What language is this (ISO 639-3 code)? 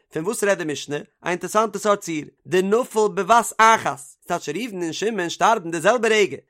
yid